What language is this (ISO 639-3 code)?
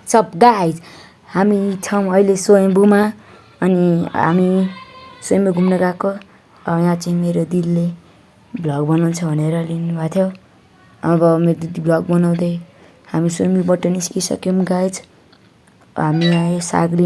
nep